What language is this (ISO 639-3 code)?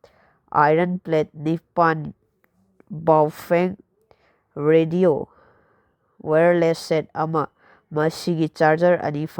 mni